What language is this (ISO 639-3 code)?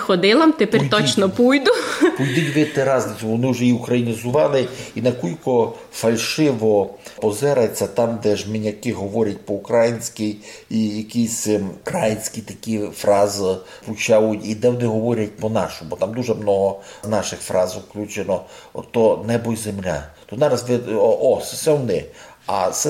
rue